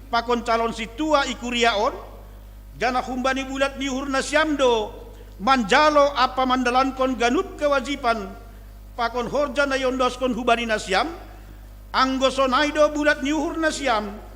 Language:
Batak Simalungun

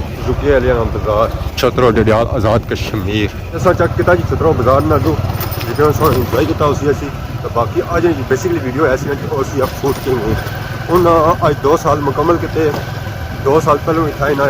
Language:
Pahari-Potwari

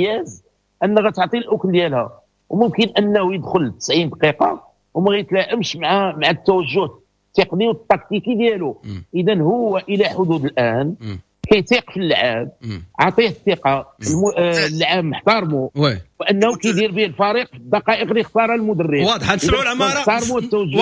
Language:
Moroccan Arabic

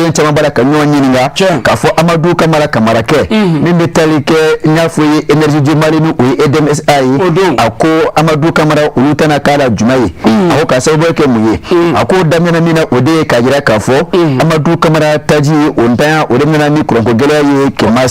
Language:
Bambara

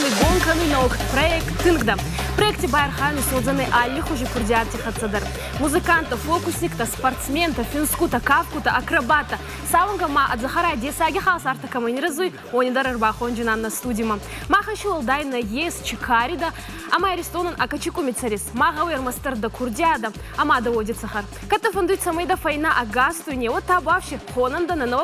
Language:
Ossetic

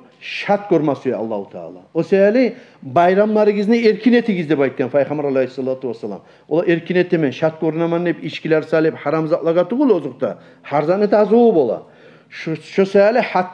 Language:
Kumyk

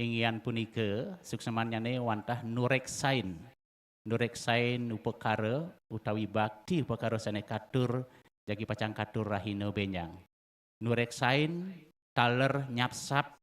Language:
Balinese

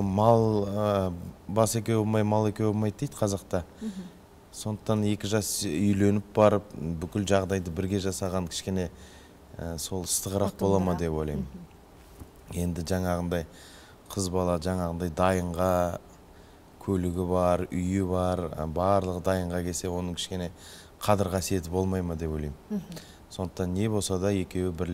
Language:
Kazakh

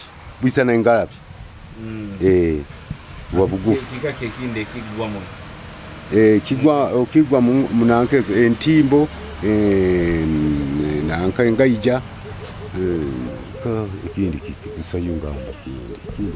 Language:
Nyoro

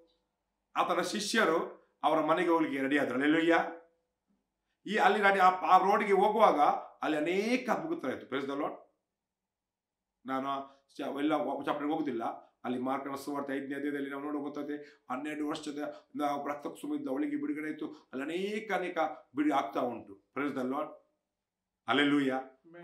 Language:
Kannada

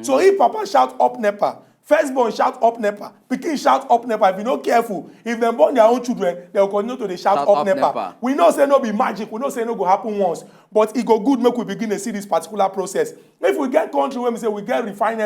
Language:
Nigerian Pidgin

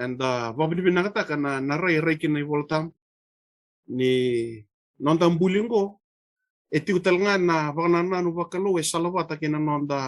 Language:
Fijian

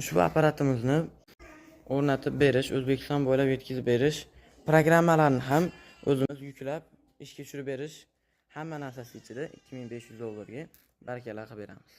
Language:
Uzbek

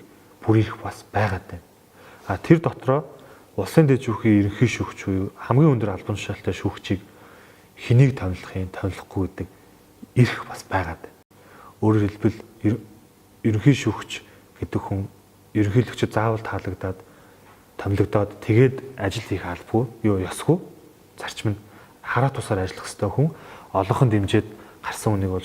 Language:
Mongolian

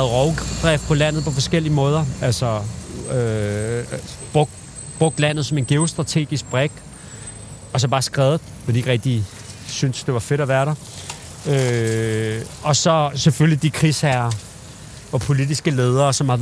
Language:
Danish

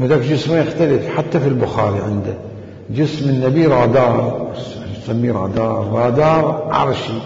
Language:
Mesopotamian Arabic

